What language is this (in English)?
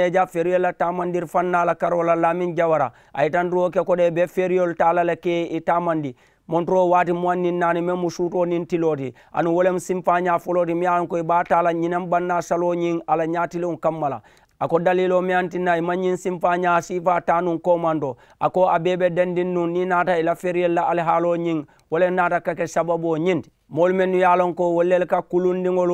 Mandingo